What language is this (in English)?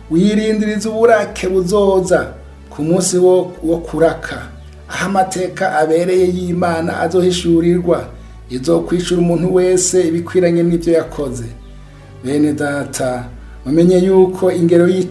Rundi